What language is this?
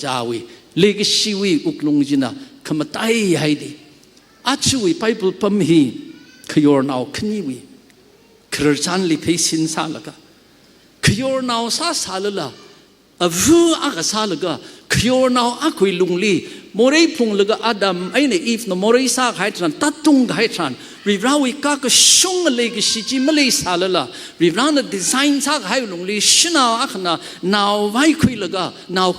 Tangkhul Naga (India)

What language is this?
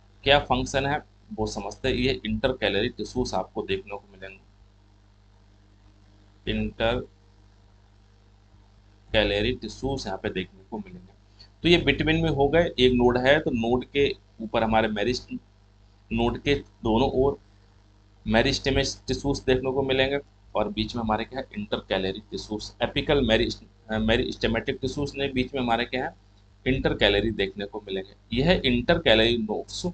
Hindi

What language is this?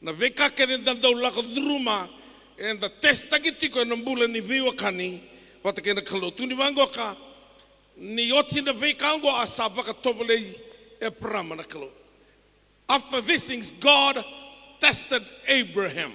Fijian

